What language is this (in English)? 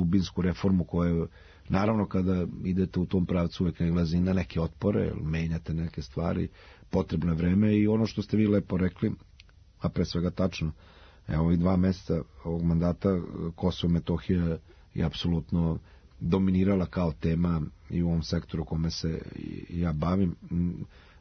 Serbian